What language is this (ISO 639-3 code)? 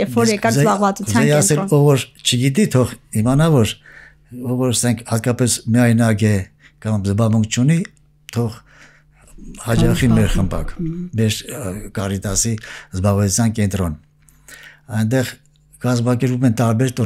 hye